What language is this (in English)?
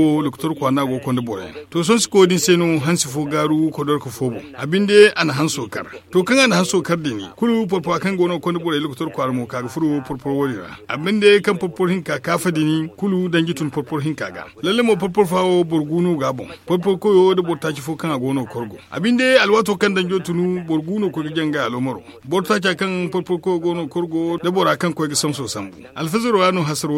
Zarma